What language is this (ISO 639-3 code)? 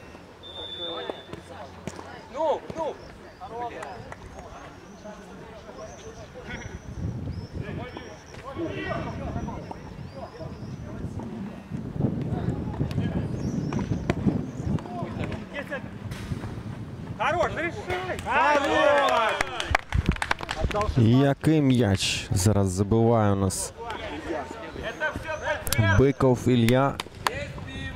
ukr